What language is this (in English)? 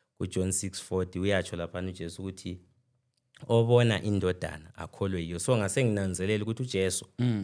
Zulu